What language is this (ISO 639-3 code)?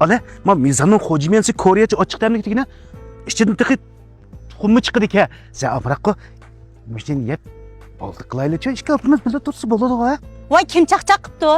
uig